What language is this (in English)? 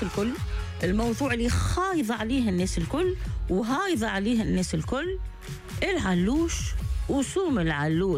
Tunisian Arabic